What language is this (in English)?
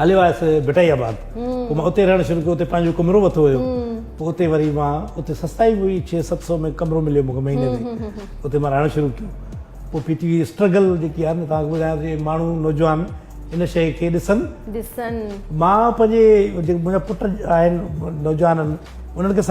Sindhi